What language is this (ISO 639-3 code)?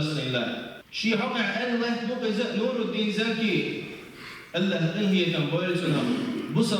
che